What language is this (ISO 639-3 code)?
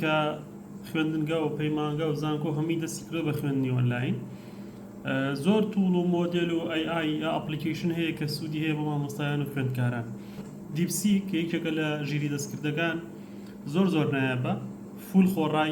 ckb